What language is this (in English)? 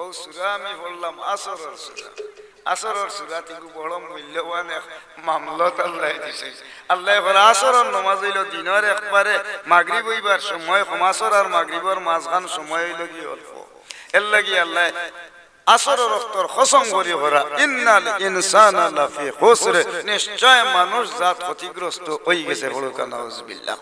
Sylheti